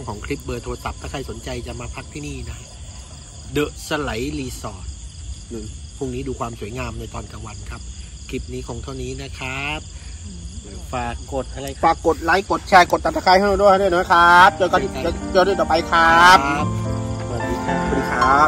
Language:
Thai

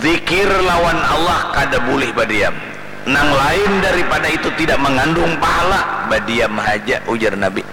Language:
Banjar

